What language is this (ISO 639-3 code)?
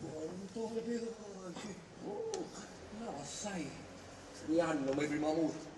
scn